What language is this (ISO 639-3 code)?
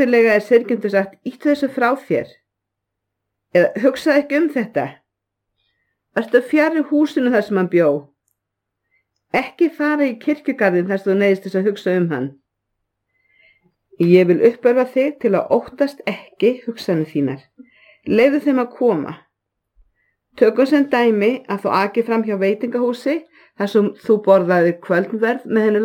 isl